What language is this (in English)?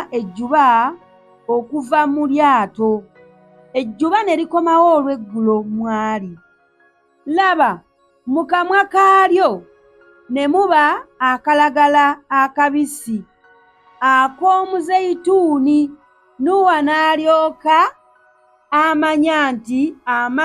Ganda